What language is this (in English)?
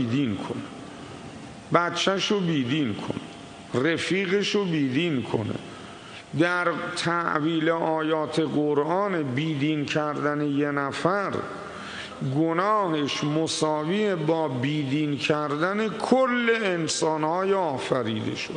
Persian